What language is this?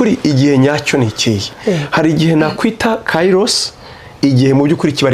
Kinyarwanda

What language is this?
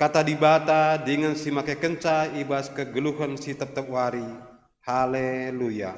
Batak Karo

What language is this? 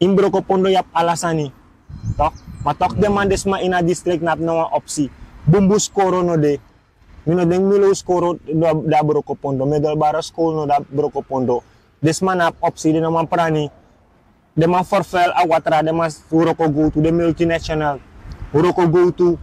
Sranan Tongo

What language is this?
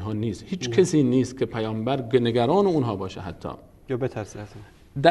Persian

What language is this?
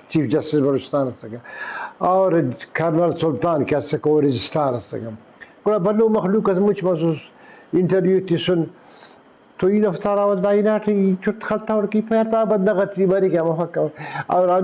Brahui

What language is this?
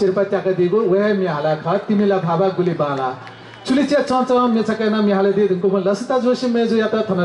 Newari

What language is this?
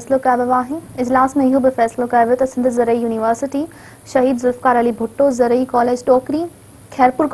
Sindhi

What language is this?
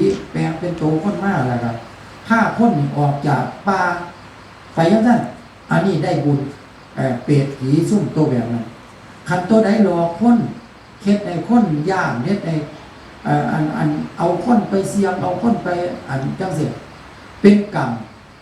Northeastern Thai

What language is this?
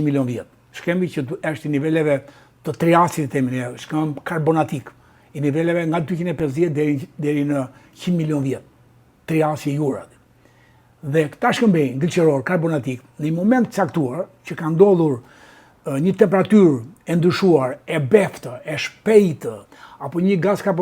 Albanian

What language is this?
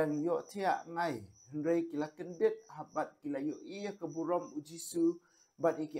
Khasi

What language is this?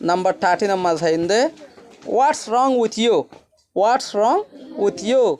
Rohingya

